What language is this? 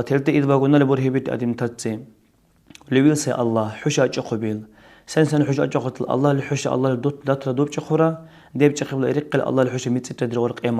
Dargwa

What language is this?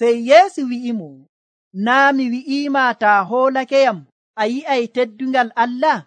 Nigerian Fulfulde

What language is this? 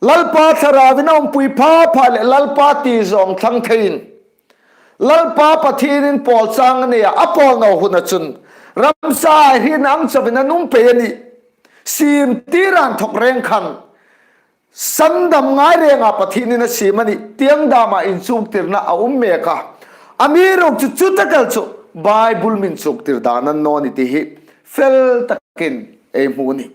Hmar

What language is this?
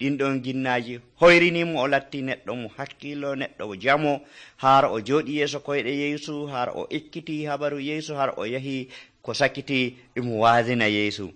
Nigerian Fulfulde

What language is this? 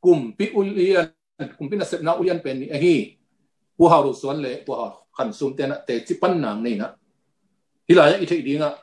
Tedim Chin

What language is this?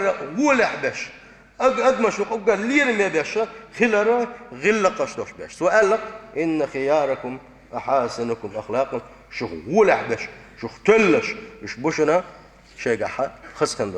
Chechen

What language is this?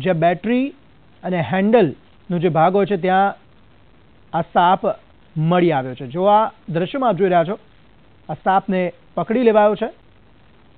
Gujarati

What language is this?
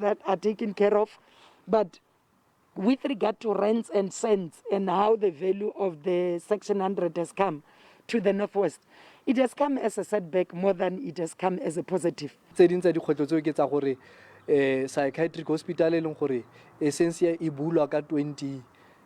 Southern Sotho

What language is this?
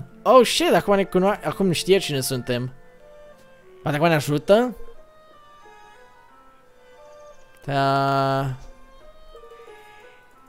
Romanian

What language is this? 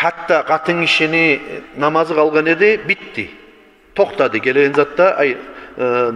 Kumyk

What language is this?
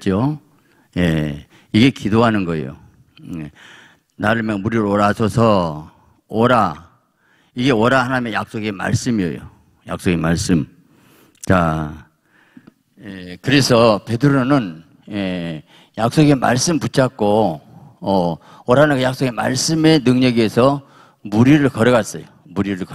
Korean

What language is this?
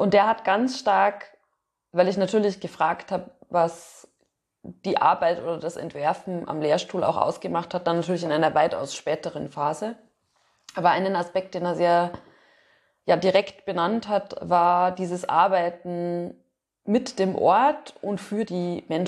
German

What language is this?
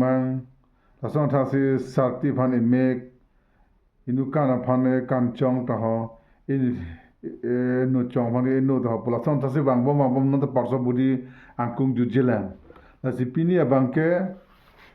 Karbi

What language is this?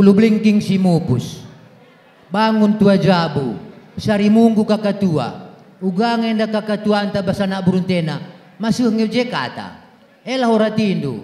Batak Karo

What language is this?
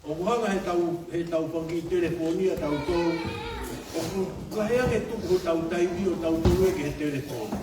Tongan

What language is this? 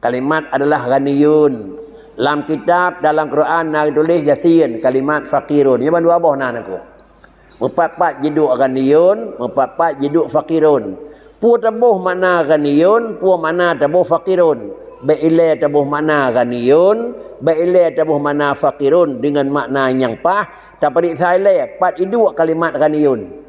Achinese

